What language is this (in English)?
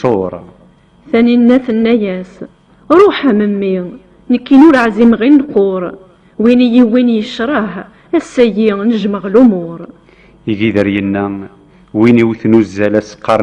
Kabyle